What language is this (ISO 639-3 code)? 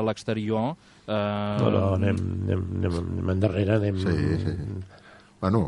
cat